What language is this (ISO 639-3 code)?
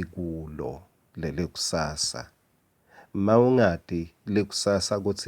ssw